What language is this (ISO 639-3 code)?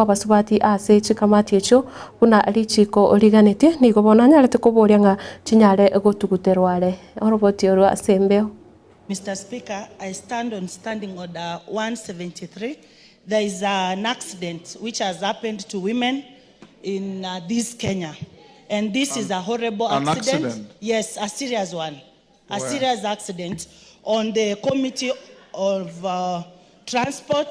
guz